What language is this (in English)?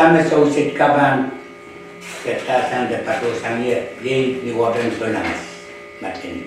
Pohnpeian